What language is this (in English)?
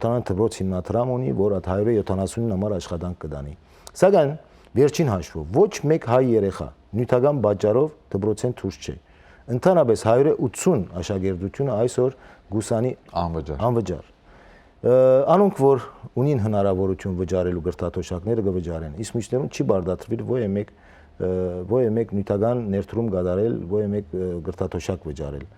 Western Armenian